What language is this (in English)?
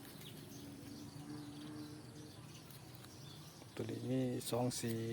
Lao